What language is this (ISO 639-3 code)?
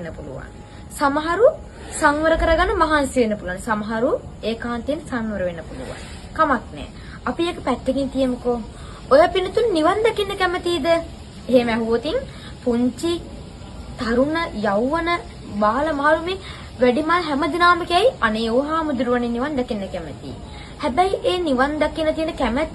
sin